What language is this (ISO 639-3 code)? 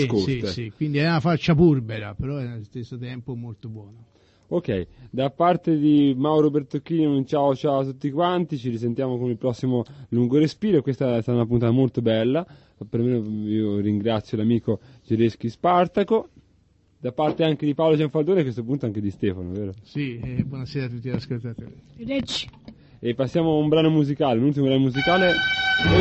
ita